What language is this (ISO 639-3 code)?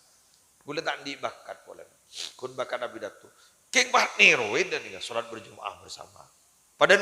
mad